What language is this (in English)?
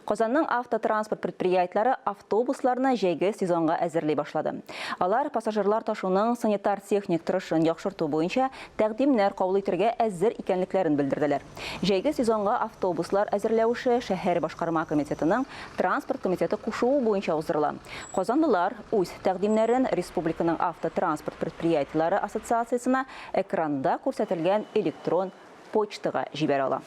Tatar